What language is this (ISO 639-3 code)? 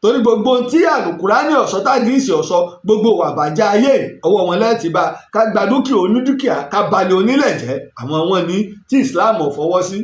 yor